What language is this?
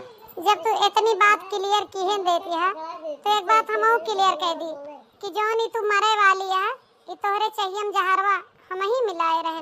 Awadhi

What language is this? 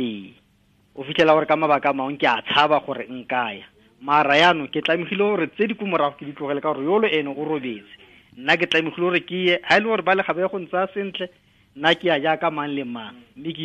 Tswana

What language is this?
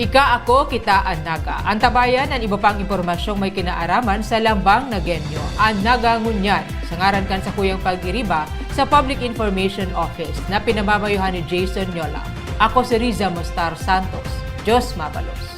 Bikol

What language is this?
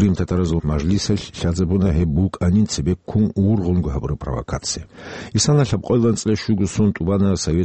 Avaric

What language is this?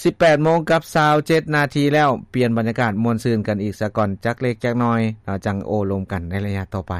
Lao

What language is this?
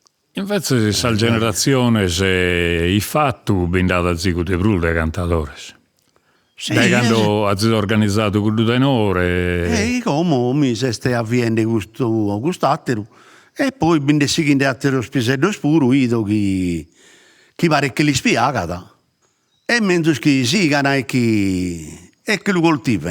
Sardinian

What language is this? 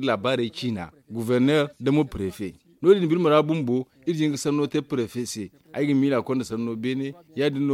Zarma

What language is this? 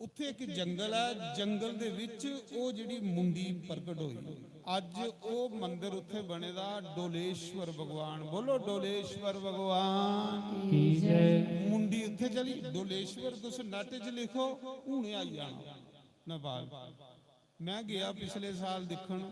Dogri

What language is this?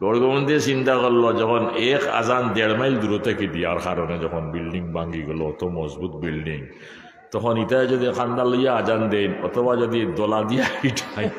Sylheti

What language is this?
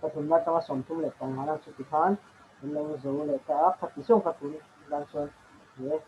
Mizo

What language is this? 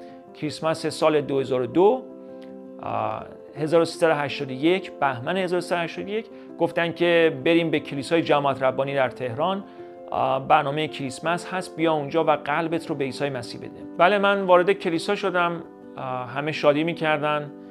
Persian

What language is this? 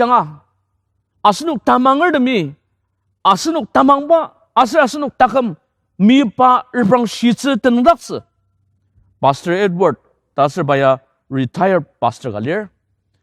Ao Naga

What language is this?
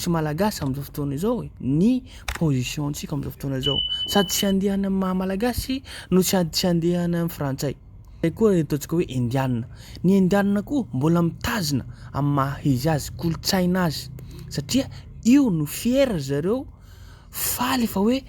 Malagasy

